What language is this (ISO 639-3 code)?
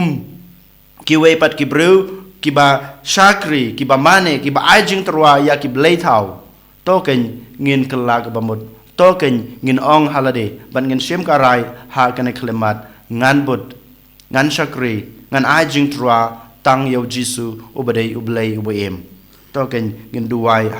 kha